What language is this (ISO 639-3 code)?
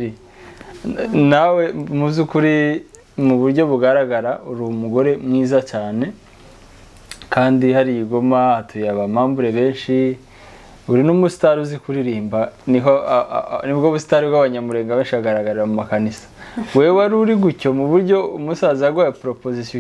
kin